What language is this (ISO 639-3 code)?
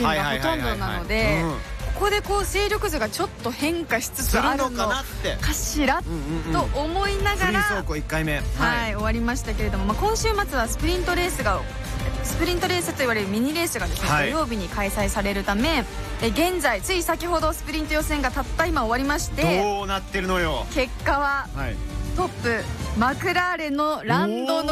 jpn